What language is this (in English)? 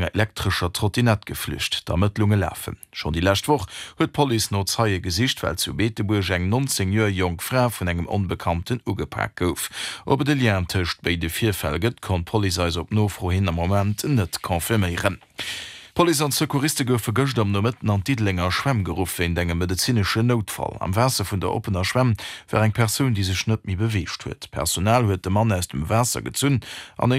Luxembourgish